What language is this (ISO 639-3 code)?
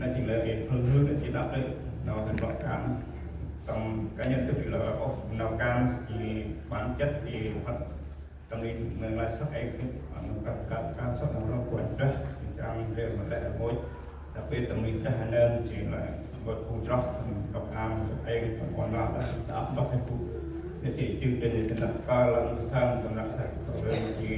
cmo